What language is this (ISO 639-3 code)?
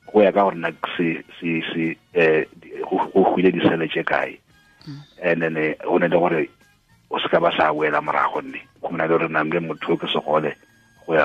tsn